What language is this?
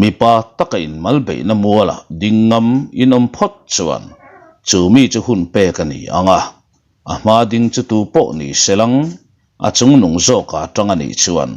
Mizo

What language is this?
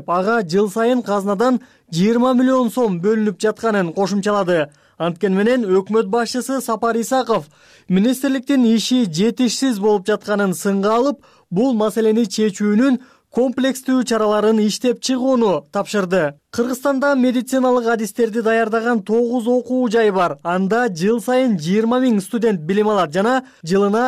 Kyrgyz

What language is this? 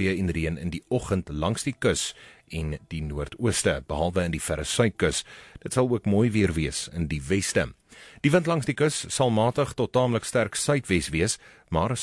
Afrikaans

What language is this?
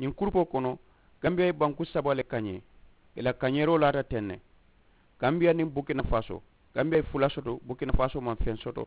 Mandingo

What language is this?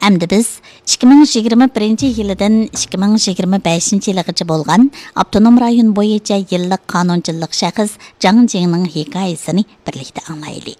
Uyghur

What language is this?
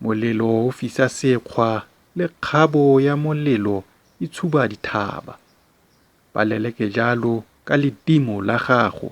Tswana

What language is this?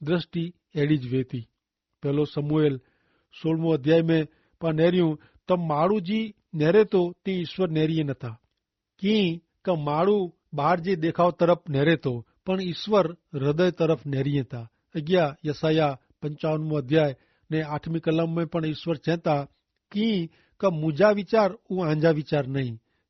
Kachhi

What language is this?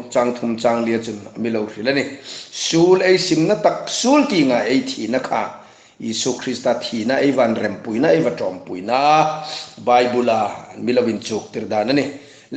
Hmar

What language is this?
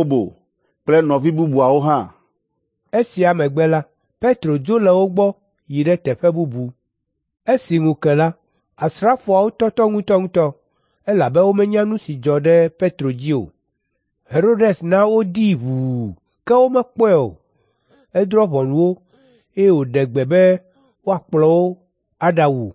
Ewe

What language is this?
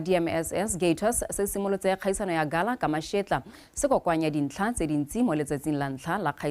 Tswana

